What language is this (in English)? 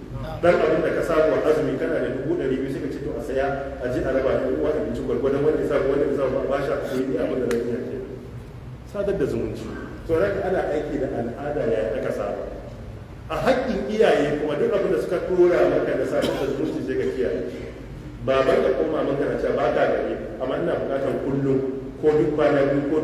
Hausa